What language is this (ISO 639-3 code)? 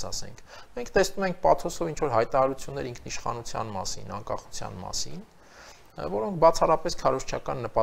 hye